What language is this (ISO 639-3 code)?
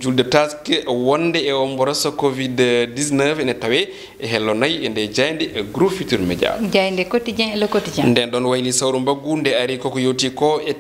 ful